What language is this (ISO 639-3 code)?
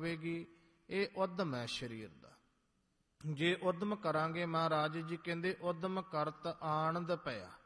pan